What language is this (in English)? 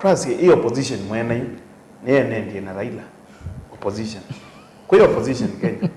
Kamba